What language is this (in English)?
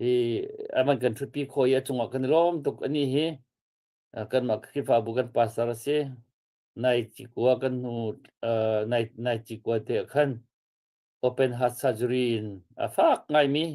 Hakha Chin